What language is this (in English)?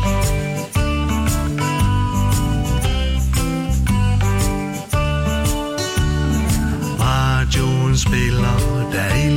Danish